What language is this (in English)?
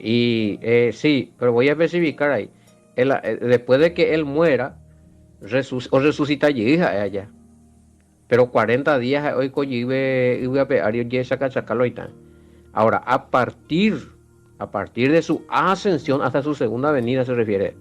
Guarani